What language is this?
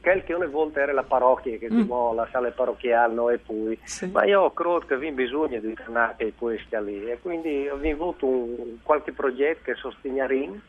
Friulian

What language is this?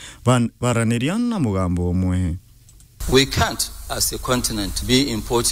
Meru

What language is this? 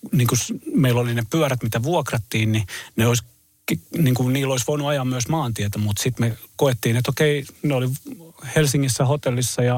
Finnish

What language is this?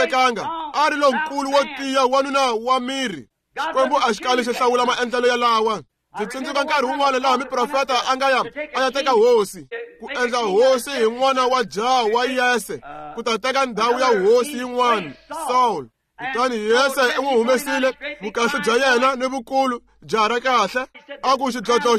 Tsonga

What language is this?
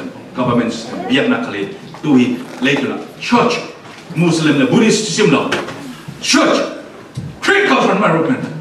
Falam Chin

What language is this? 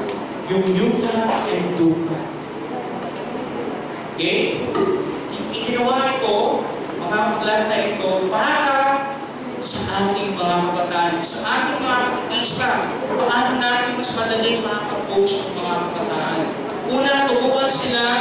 Filipino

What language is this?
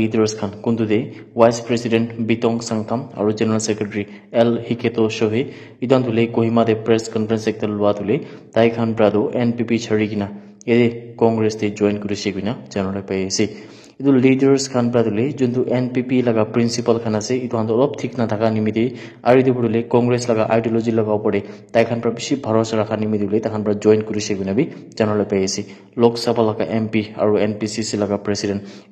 Naga Pidgin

